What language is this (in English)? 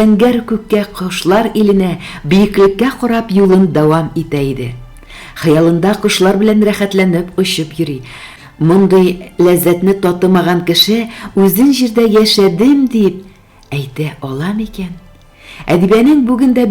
Tatar